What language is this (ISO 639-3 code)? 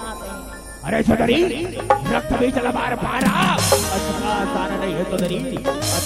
hne